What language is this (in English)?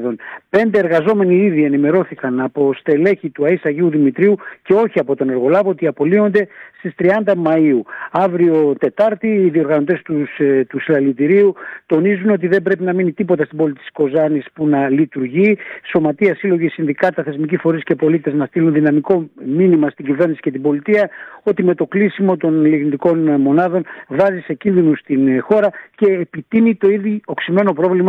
Greek